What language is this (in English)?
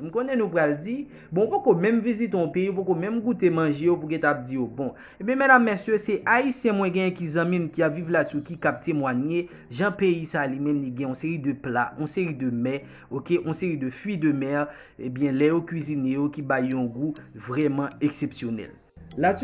Haitian Creole